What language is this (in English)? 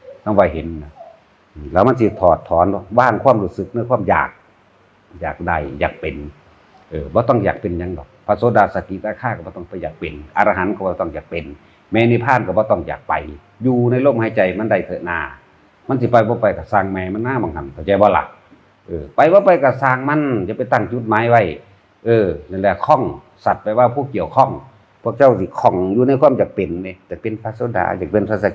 Northeastern Thai